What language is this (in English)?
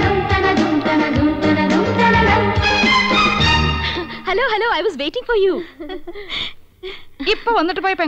Malayalam